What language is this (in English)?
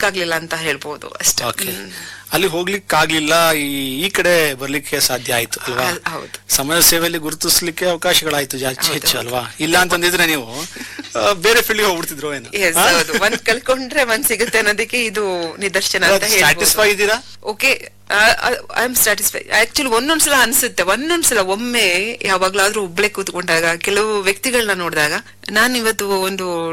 Kannada